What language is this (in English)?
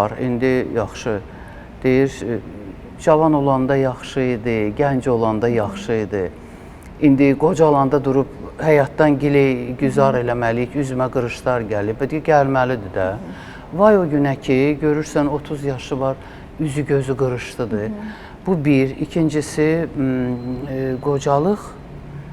Azerbaijani